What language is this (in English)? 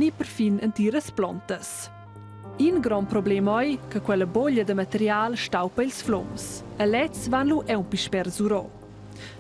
Romansh